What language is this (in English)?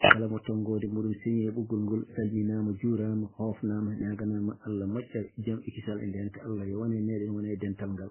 Fula